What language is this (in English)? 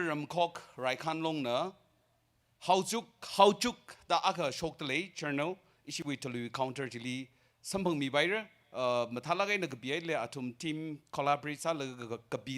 Tangkhul Naga (India)